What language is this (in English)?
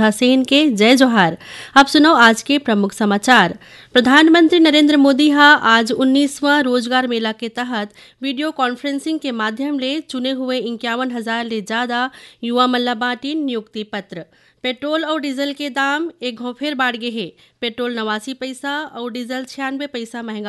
Chhattisgarhi